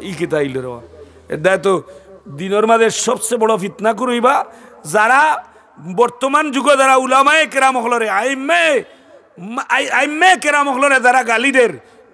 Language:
Sylheti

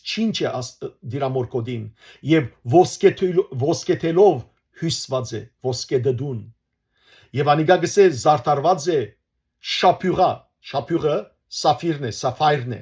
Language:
Western Armenian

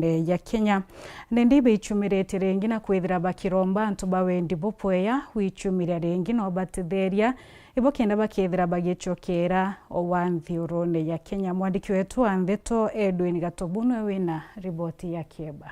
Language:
Meru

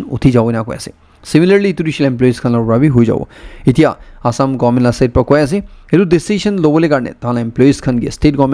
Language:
Naga Pidgin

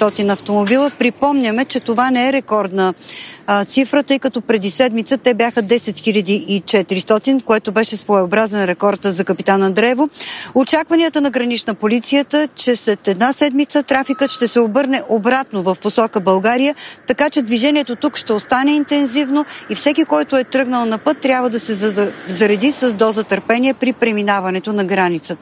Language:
Bulgarian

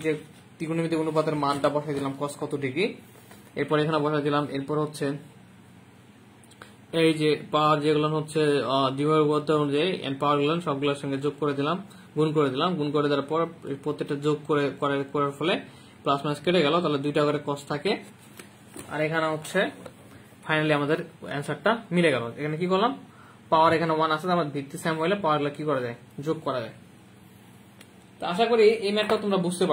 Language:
Bangla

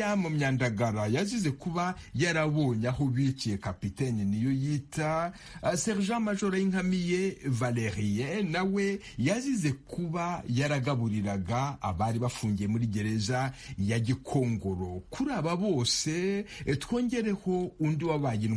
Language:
Kinyarwanda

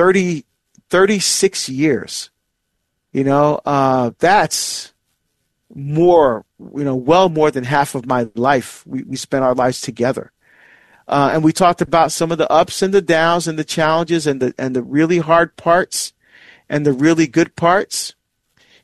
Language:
English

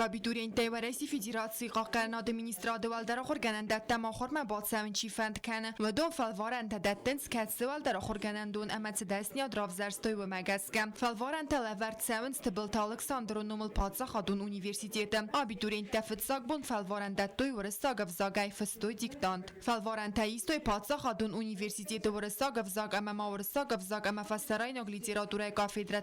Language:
Ossetic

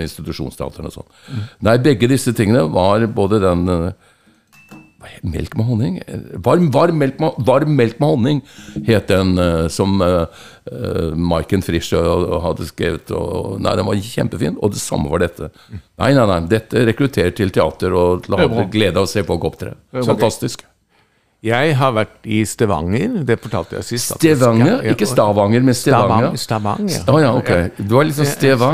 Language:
Norwegian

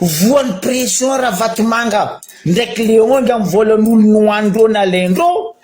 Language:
Malagasy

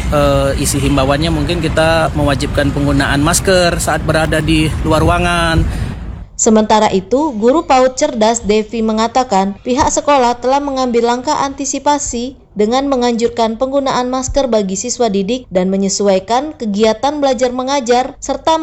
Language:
Indonesian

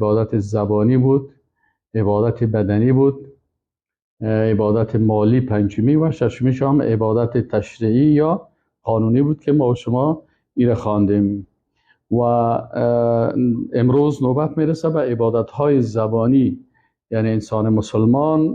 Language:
Persian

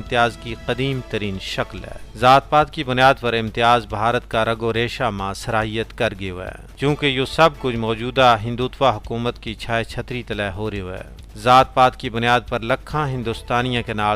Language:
Gujari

